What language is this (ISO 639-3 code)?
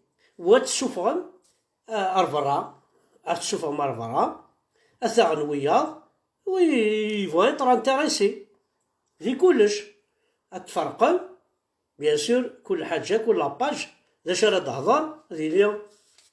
kab